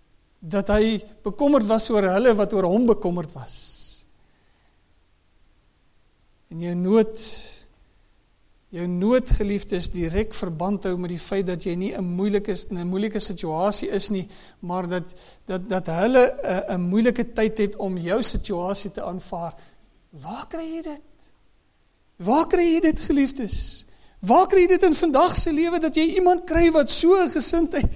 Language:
Afrikaans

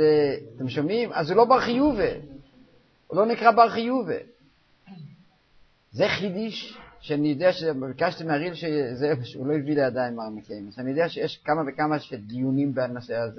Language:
Hebrew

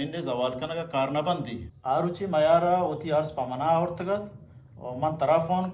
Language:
Eastern Balochi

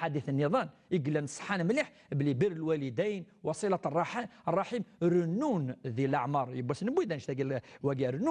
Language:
Kabyle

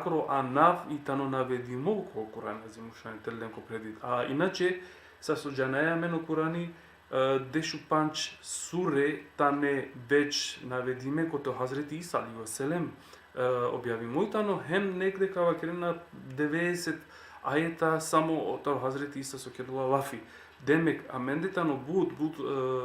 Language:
Balkan Romani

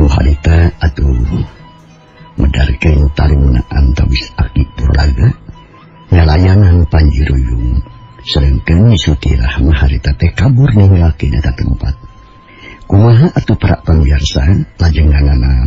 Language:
Sundanese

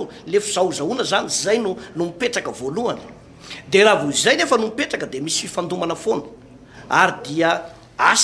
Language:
Malagasy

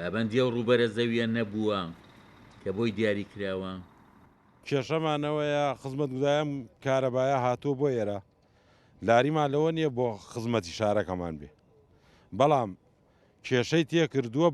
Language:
Central Kurdish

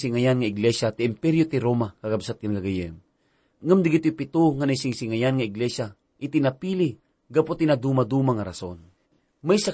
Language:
Iloko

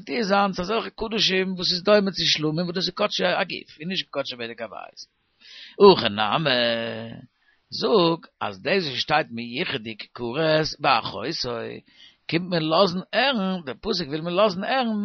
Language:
Yiddish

